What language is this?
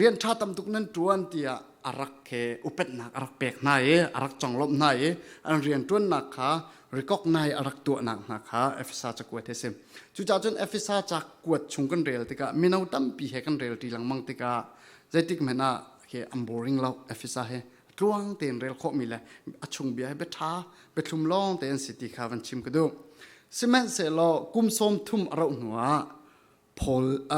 Falam Chin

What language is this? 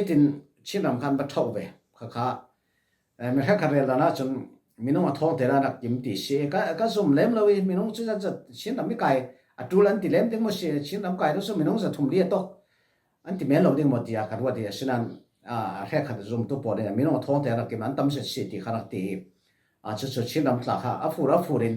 Falam Chin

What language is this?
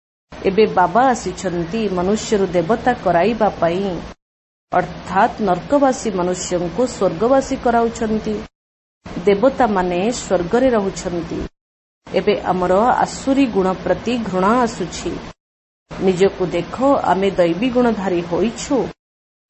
Odia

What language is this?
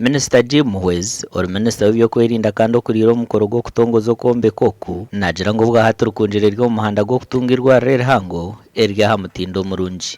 Nyankole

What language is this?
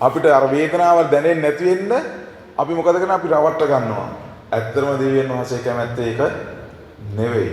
Sinhala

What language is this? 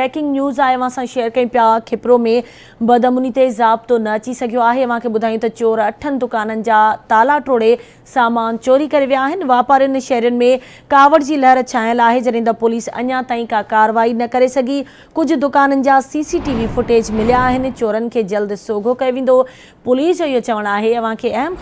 Sindhi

